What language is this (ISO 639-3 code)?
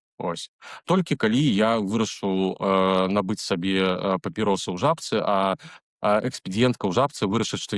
bel